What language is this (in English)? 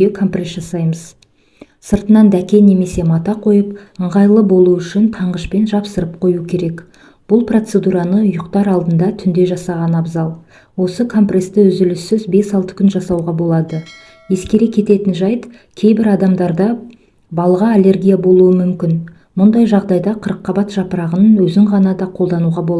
Kazakh